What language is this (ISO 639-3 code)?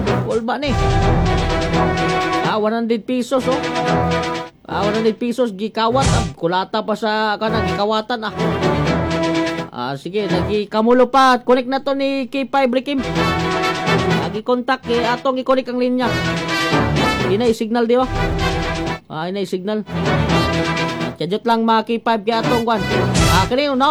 ceb